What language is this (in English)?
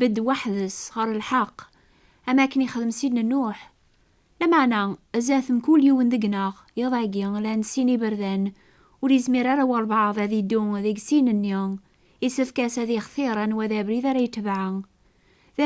Kabyle